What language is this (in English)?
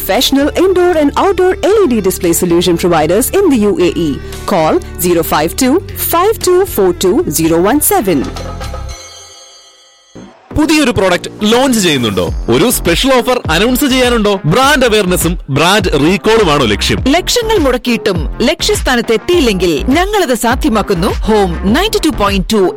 Malayalam